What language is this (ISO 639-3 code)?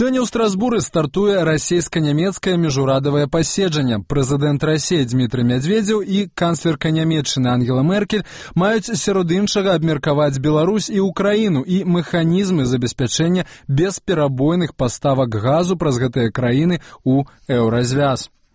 bel